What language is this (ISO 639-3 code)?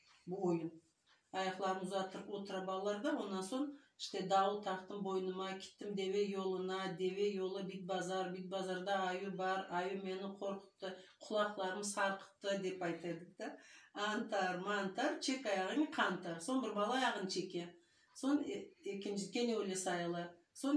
crh